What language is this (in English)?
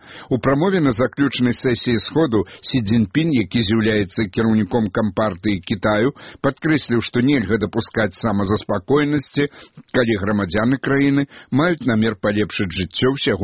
Belarusian